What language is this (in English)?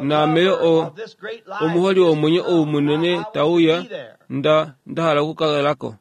Kuanyama